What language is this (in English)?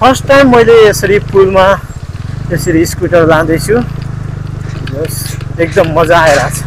Nepali